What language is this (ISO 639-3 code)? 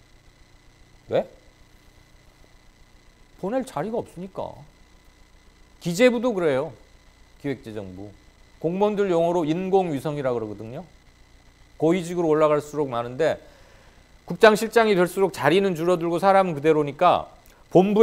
kor